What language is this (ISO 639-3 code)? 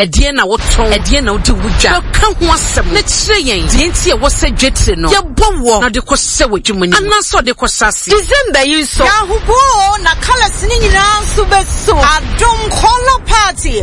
aka